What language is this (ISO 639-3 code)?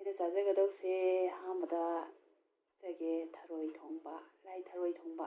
mni